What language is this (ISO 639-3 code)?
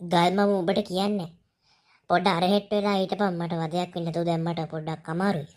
sin